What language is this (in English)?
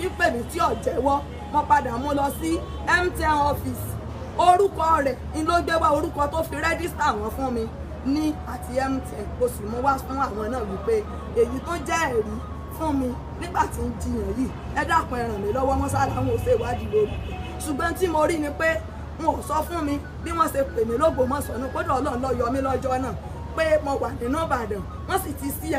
Yoruba